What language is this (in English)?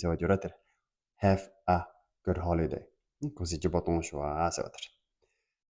Tibetan